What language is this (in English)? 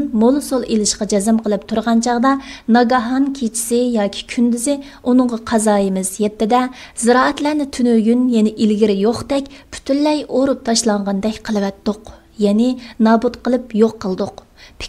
Uyghur